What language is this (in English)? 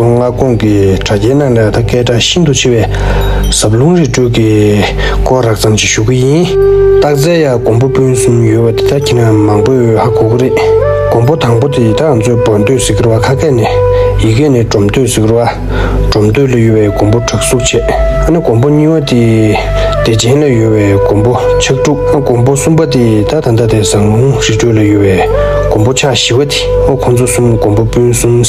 Tibetan